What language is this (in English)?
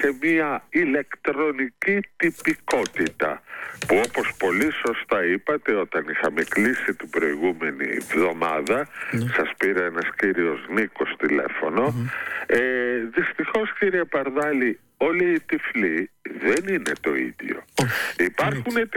Greek